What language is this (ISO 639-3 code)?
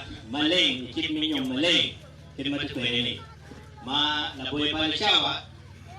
ach